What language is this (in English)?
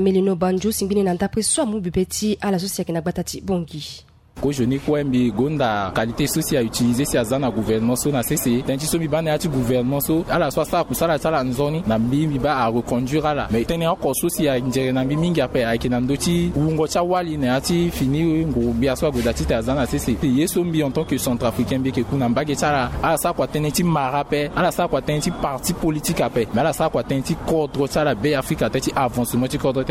Sango